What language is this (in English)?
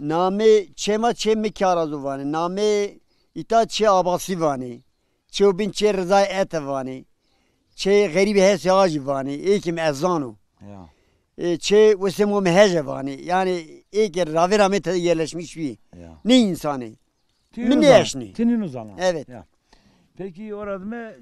Zaza